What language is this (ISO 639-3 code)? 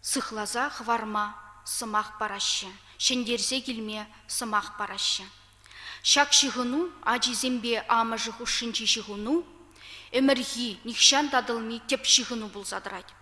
chv